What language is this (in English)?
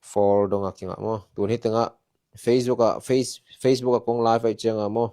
Tedim Chin